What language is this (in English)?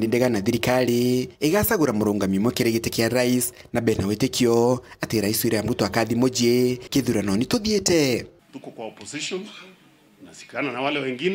Meru